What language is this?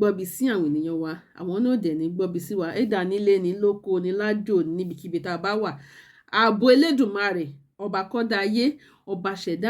Yoruba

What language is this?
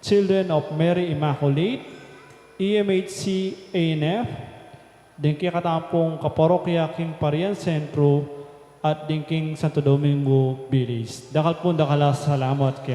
Pampanga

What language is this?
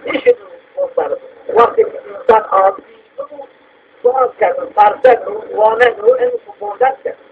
Zaza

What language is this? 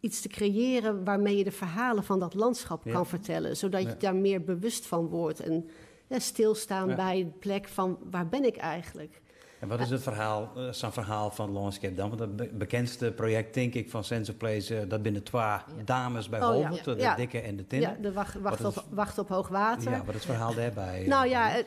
Western Frisian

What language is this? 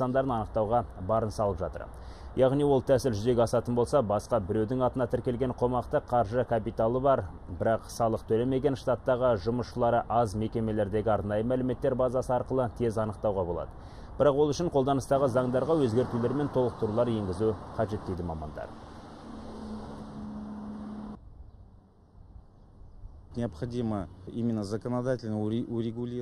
Kazakh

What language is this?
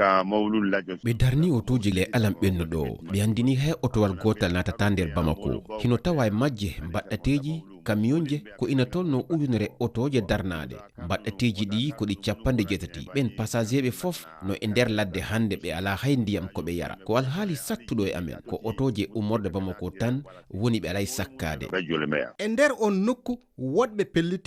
Fula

